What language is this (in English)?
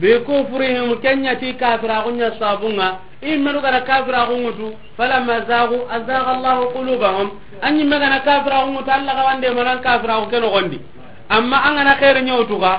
Soninke